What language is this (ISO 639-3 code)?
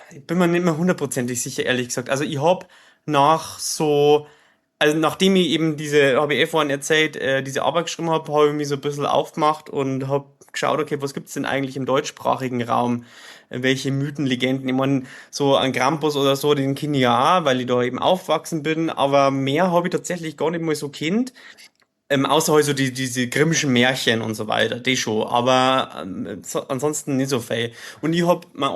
bar